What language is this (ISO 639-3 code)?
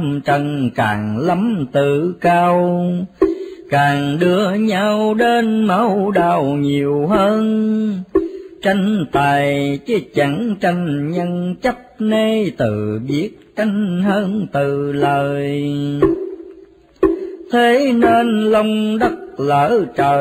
vie